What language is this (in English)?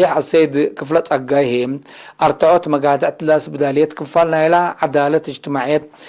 Tigre